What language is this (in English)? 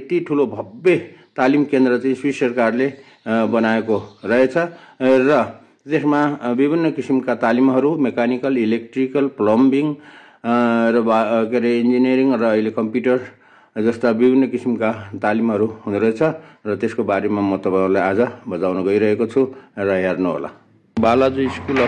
Nepali